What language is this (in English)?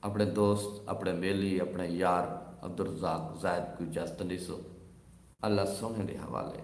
Saraiki